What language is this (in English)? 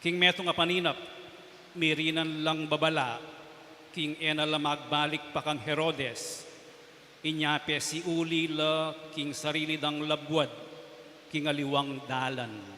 Pampanga